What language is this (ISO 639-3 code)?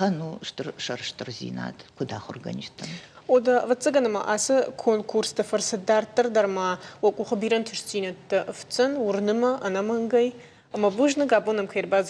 oss